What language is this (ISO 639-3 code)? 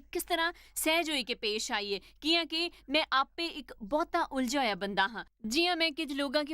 doi